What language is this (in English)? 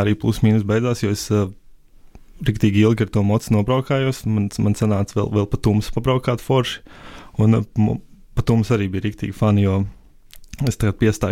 Latvian